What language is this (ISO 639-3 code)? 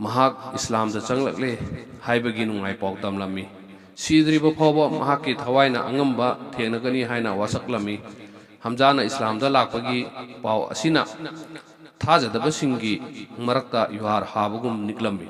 mni